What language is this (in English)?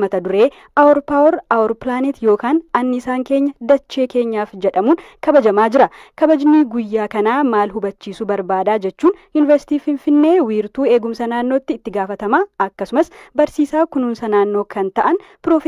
Oromo